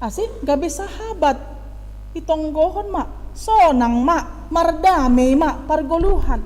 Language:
Batak Simalungun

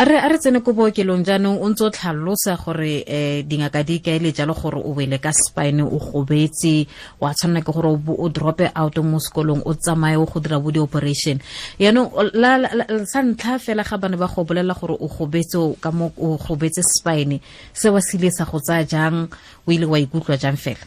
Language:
Tswana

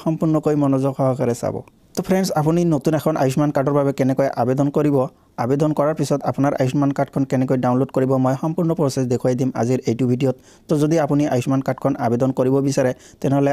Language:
Assamese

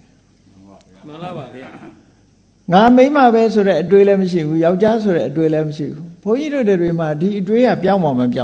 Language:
Burmese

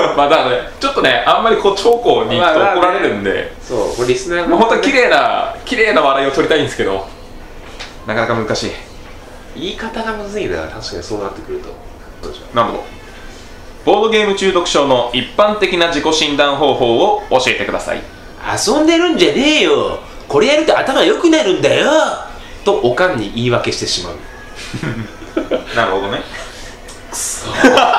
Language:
Japanese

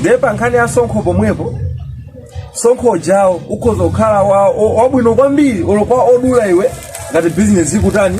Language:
Nyanja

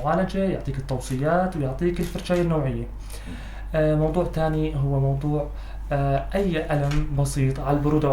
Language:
North Levantine Arabic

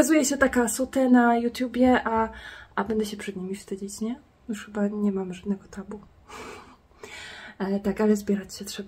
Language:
Polish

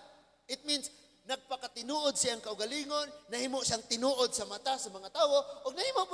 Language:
Cebuano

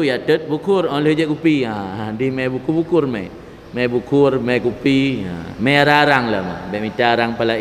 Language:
Achinese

